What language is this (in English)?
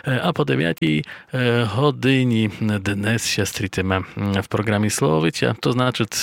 Rusyn